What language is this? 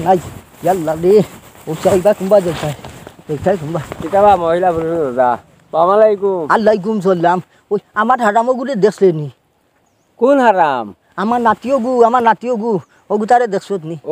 Sylheti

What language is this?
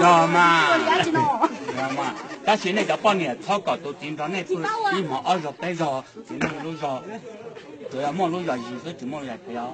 Hmong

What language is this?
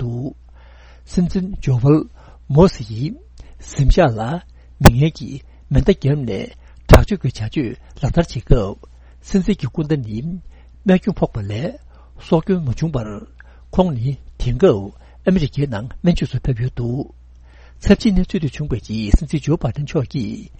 Tibetan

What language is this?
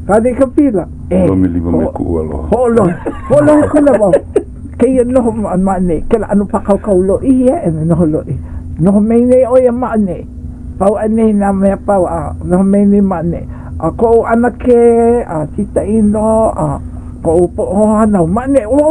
Hawaiian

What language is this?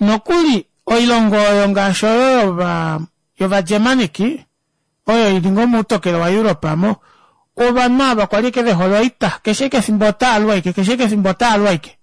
Kuanyama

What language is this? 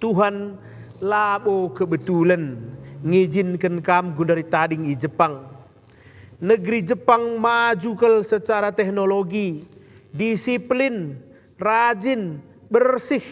Batak Karo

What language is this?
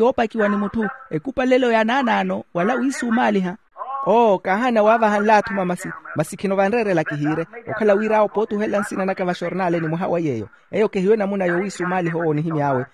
Makhuwa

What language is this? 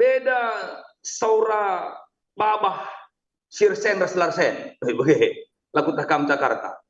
Batak Karo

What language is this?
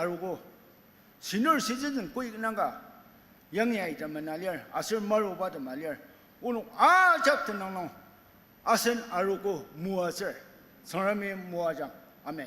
Ao Naga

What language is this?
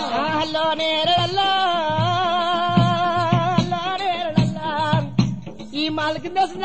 Telugu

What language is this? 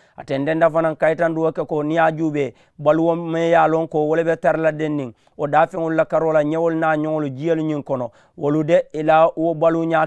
Mandingo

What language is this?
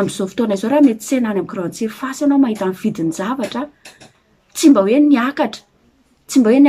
Malagasy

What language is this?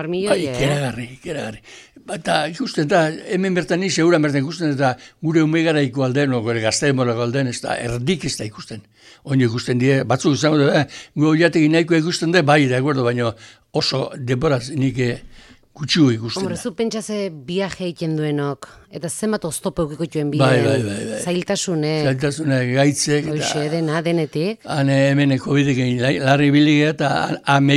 Basque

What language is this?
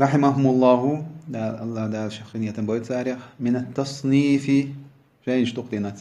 Chechen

